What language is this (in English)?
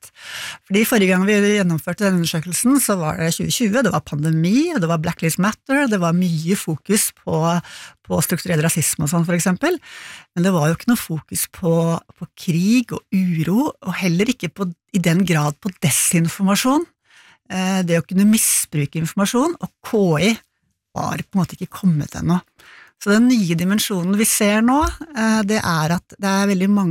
Norwegian